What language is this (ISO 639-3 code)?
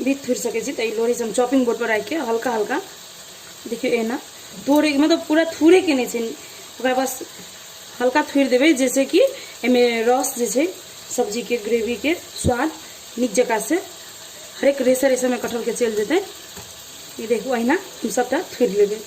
mai